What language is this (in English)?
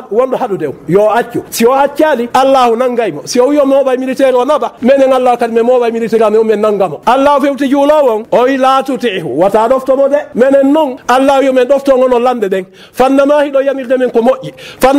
Fula